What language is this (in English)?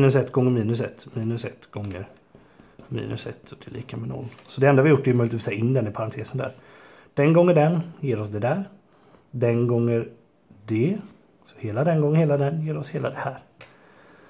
Swedish